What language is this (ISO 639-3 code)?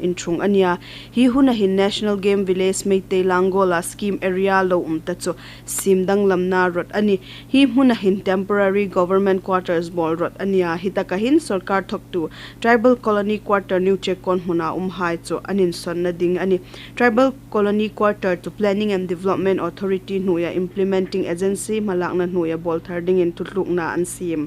hmr